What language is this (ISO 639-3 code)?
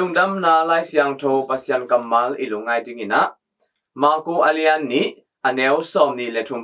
ctd